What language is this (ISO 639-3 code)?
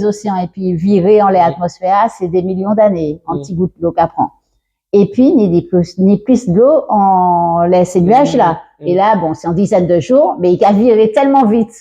gcf